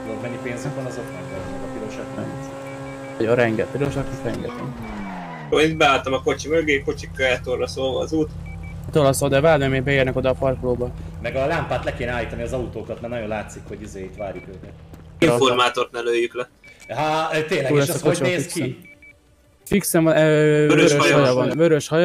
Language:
Hungarian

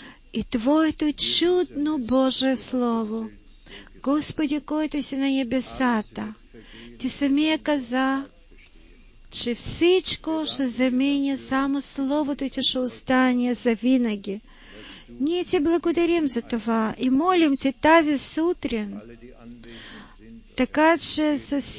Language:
Bulgarian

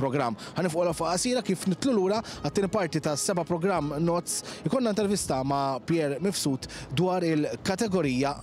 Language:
Maltese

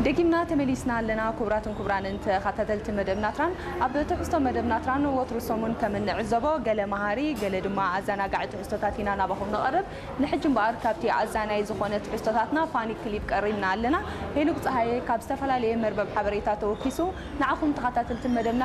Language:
Tigrinya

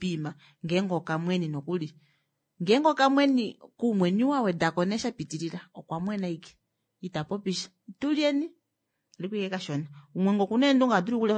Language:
Kuanyama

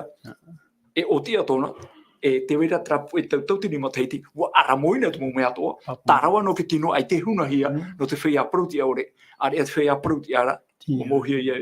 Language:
Tahitian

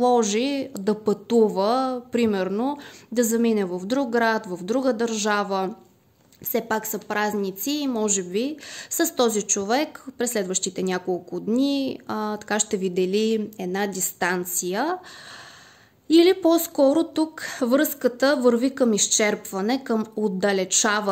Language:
Bulgarian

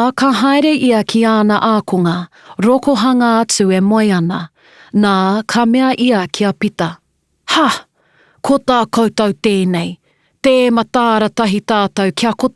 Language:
Māori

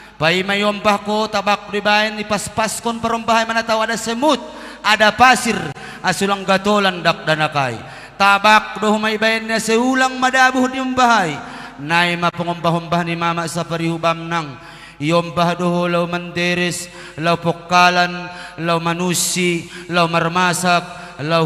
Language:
Batak Simalungun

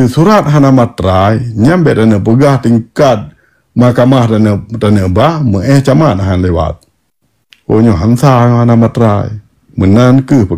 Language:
Achinese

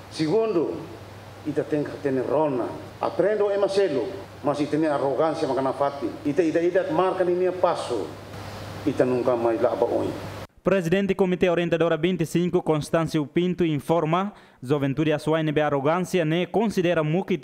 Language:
Tetum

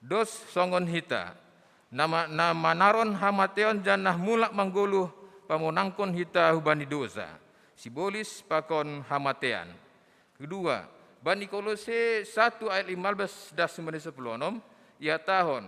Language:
Batak Simalungun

